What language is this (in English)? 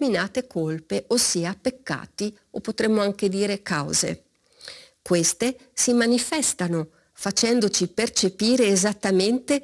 Italian